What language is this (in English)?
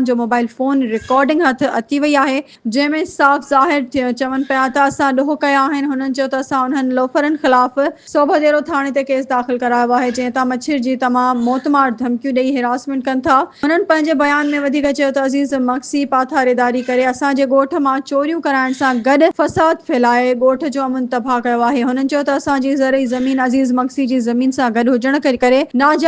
Sindhi